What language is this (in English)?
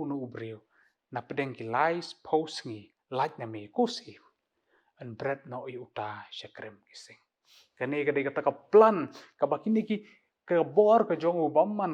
Khasi